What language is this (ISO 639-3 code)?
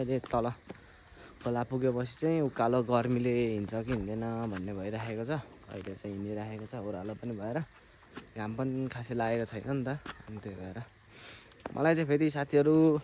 nep